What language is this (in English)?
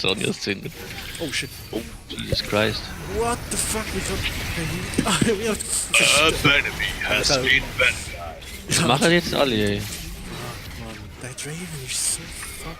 Swiss German